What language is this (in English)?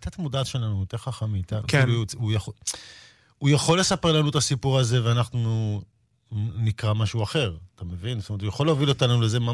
Hebrew